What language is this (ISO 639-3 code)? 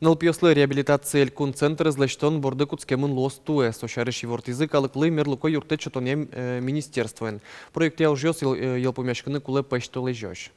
udm